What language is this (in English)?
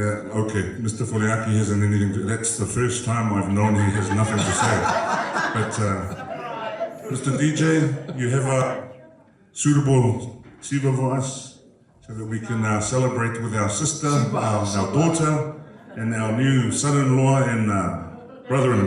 Tongan